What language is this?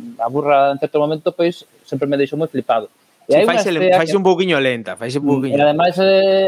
Galician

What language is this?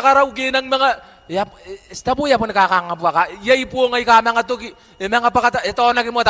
Gilbertese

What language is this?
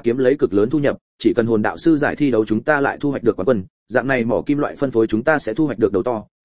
Vietnamese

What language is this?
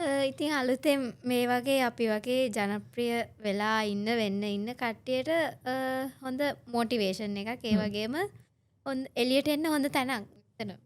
Sinhala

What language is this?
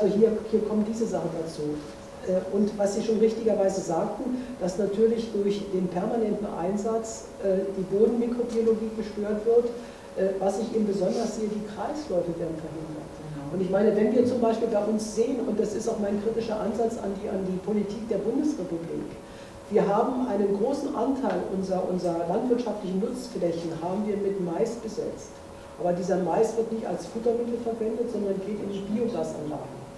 German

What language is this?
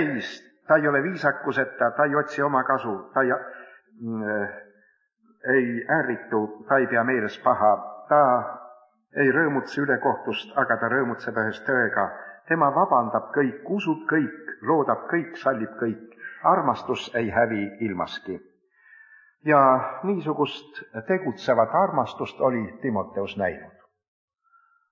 Estonian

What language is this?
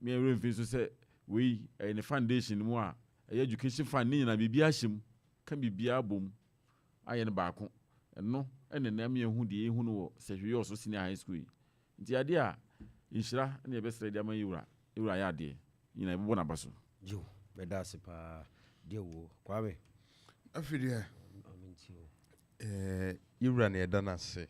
Akan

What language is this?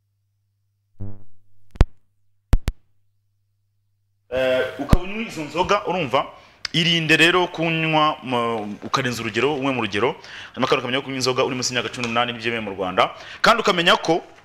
Kinyarwanda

